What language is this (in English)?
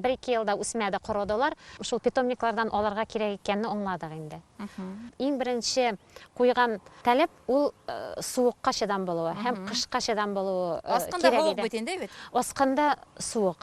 Bashkir